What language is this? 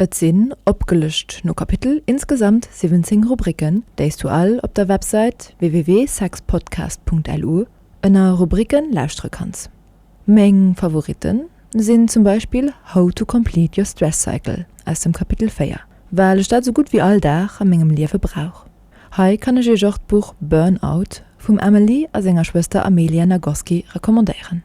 Luxembourgish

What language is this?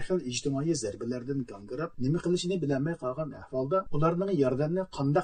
Uyghur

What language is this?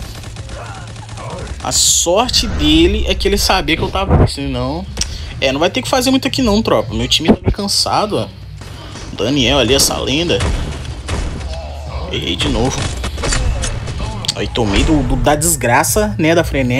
Portuguese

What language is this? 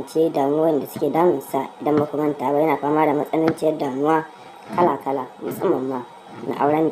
Hausa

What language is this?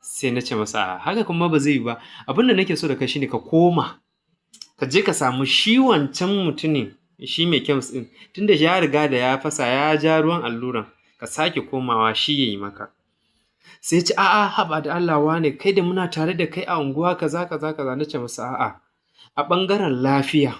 Hausa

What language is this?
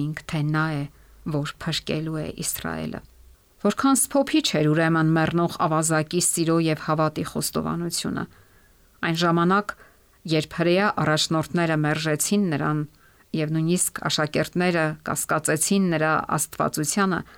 Armenian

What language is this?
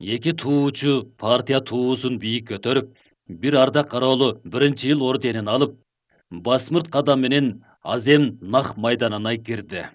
Kyrgyz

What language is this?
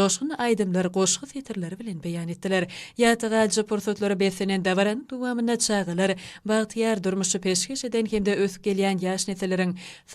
Turkmen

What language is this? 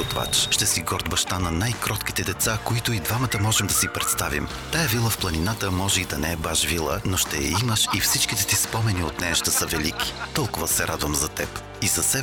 Bulgarian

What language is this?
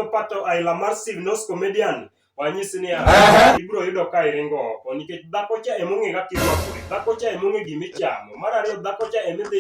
Luo (Kenya and Tanzania)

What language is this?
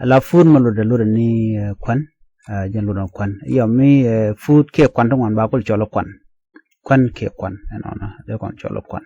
Nuer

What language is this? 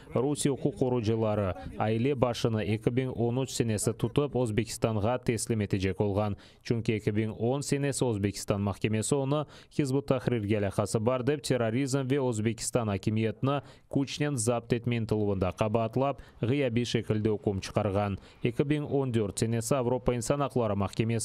Crimean Tatar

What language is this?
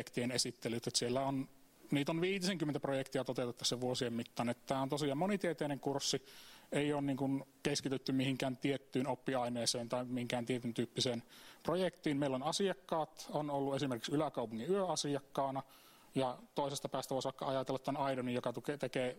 Finnish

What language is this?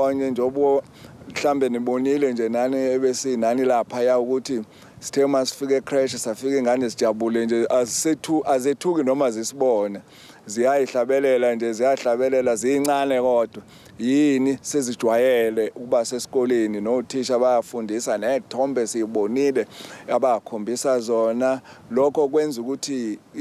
Zulu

